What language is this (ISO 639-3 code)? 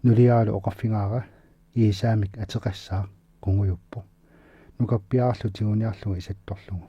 kal